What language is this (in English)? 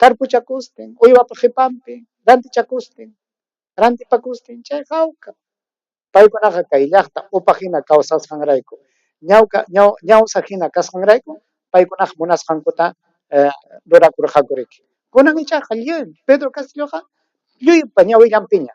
Ayacucho Quechua